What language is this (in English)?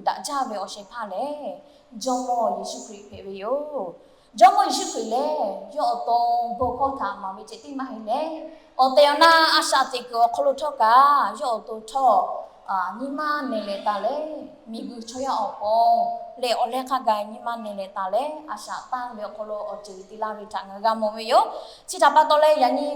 Lahu